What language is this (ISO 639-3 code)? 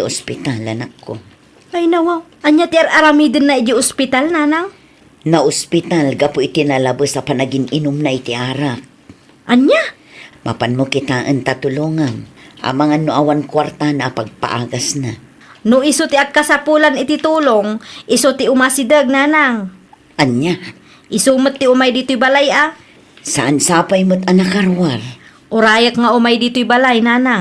ilo